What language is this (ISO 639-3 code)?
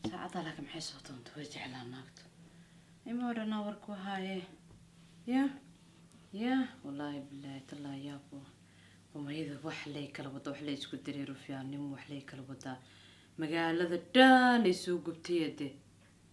som